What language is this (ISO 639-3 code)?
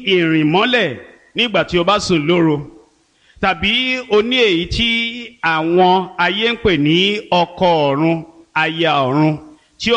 yor